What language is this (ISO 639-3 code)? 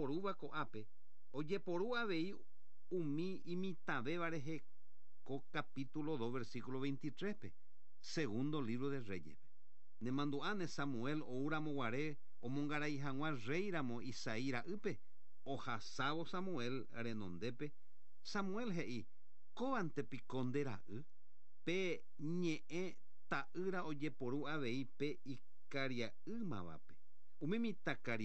grn